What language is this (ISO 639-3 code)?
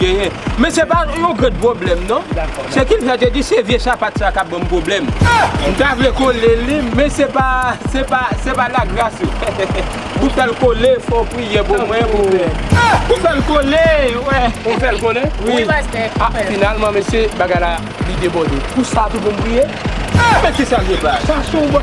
hat